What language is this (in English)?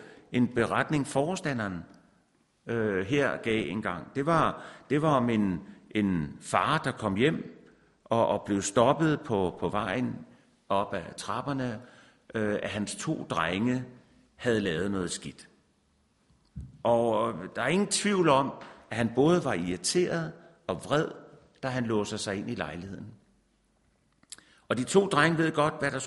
Danish